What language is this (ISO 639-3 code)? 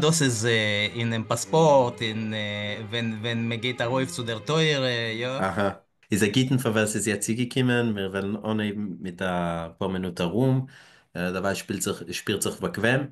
yid